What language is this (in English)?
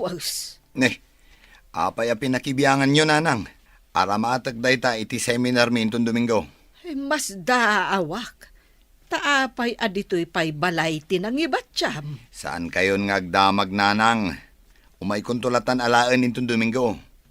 Iloko